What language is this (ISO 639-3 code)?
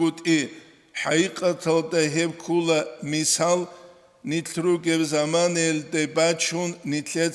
ava